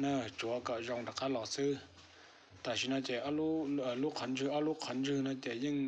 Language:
Hmong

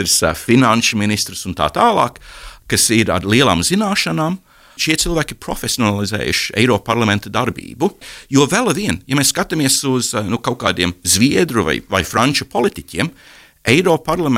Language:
Latvian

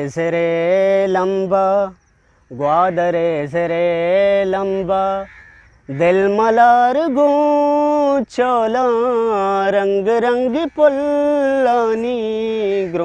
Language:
Eastern Balochi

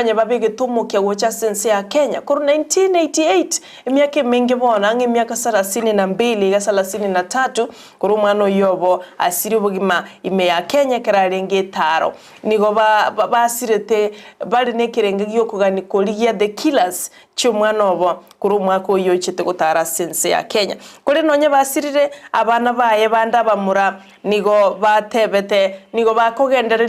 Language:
Gusii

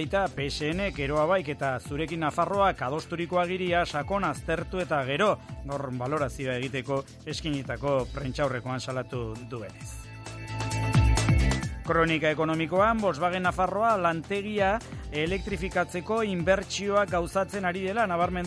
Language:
Basque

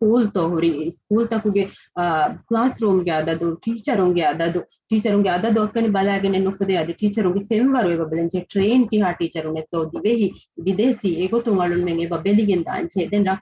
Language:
Divehi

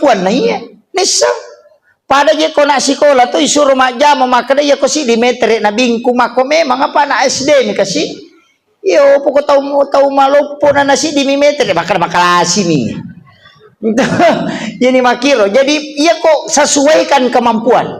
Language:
Buginese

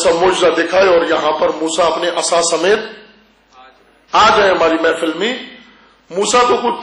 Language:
Urdu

